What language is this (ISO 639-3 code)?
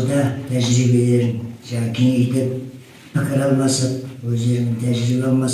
kaz